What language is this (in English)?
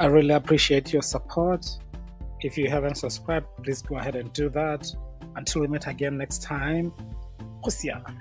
Tswana